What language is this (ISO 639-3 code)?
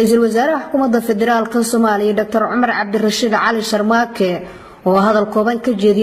som